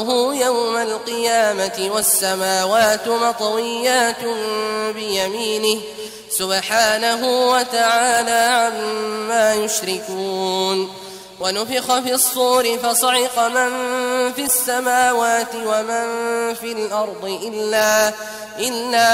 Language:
Arabic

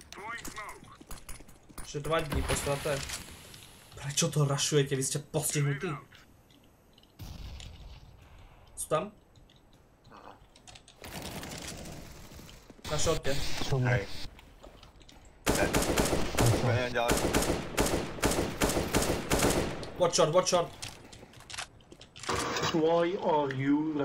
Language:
Slovak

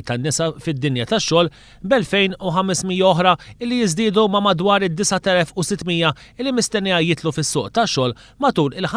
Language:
Maltese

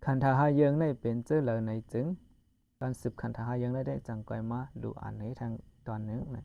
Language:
Shan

